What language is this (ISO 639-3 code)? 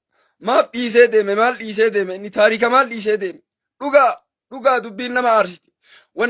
orm